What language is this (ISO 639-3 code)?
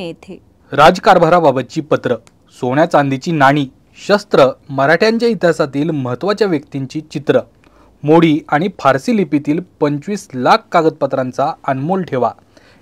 mar